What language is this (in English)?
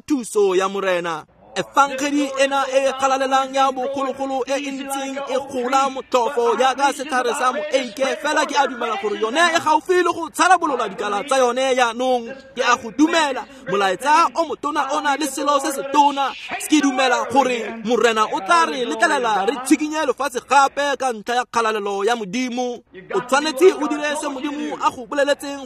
Tswana